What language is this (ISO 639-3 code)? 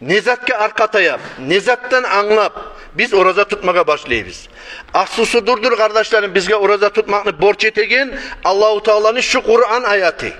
kum